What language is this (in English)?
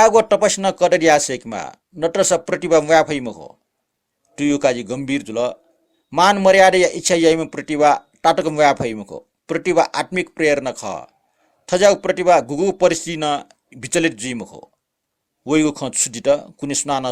Newari